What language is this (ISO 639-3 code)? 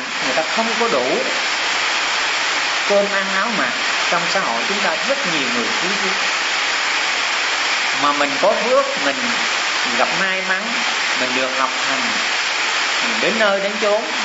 vie